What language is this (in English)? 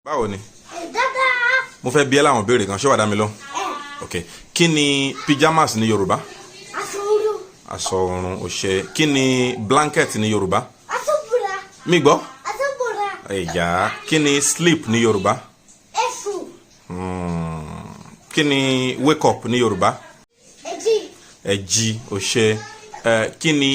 Yoruba